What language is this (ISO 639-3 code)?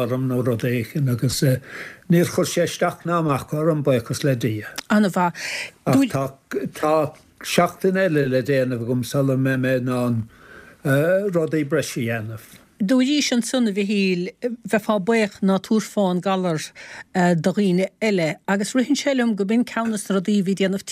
gle